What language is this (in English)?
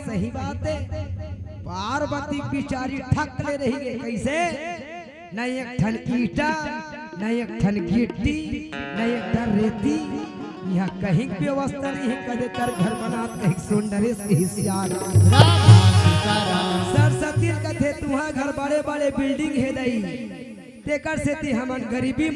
Chhattisgarhi